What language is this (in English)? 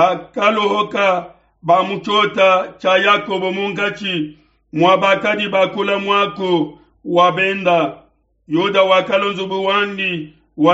Luba-Lulua